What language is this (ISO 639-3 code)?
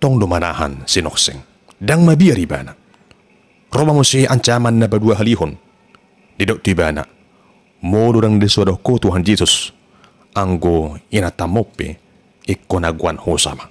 bbc